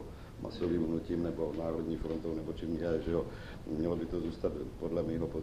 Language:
Czech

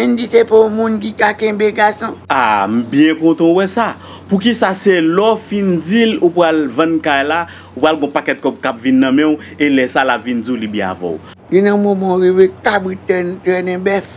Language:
Haitian Creole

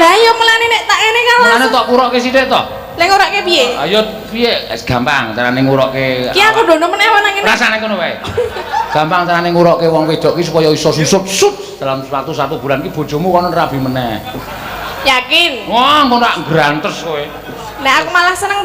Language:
Javanese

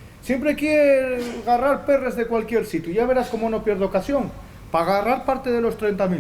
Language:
Asturian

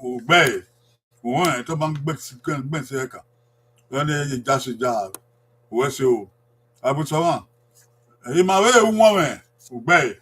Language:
Bini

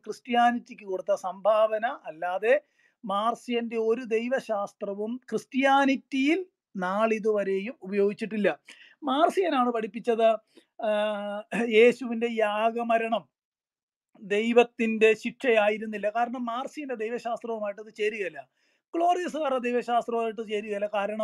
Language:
Malayalam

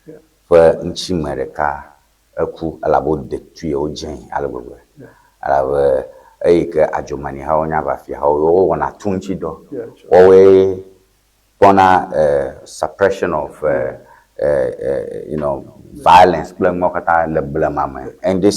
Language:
Ewe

